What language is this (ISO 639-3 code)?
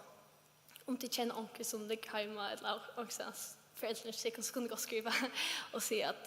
fao